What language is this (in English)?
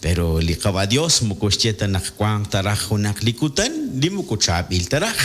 Kekchí